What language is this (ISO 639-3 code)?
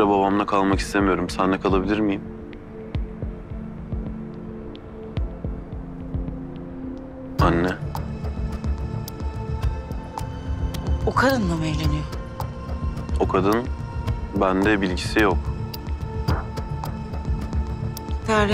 tur